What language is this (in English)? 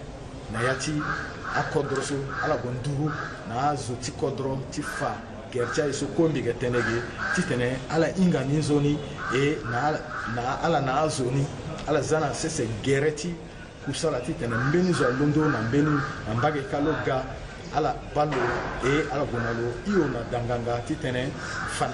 Sango